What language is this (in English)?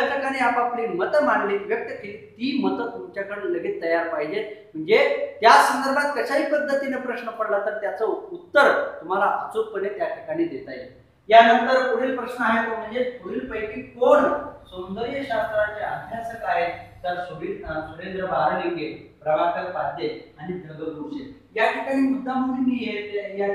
Marathi